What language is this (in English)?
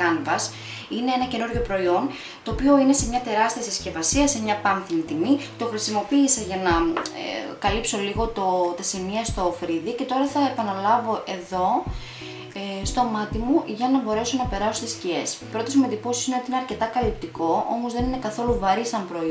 Greek